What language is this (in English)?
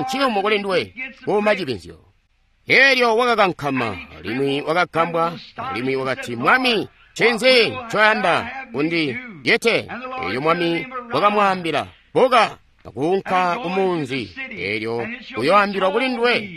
Tonga (Zambia)